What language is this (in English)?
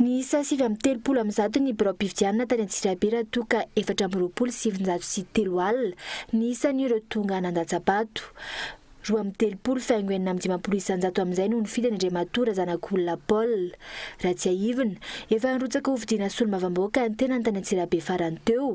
Malagasy